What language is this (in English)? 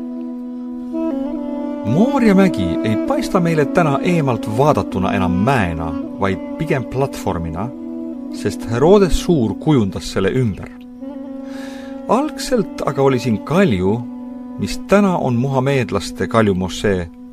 Estonian